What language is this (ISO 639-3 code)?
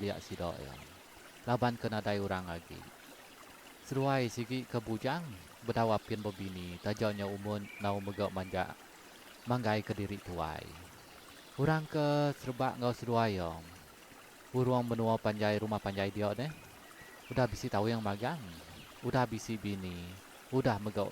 iba